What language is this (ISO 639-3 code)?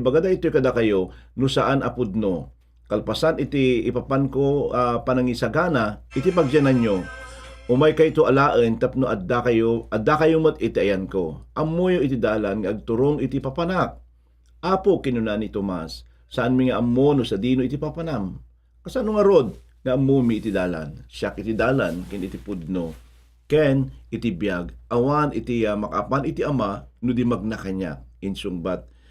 ilo